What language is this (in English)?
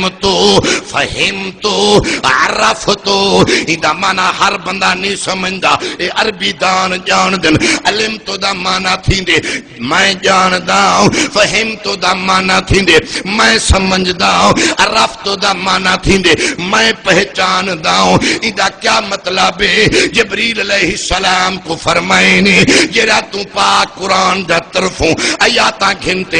Saraiki